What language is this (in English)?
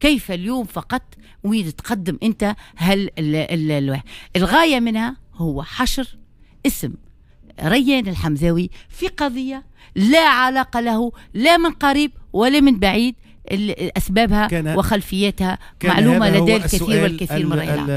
Tunisian Arabic